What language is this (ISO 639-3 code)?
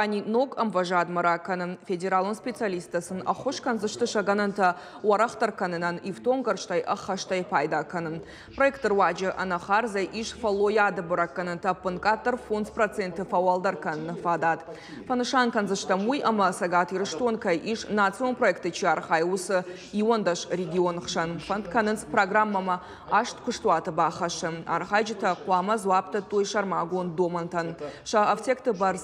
oss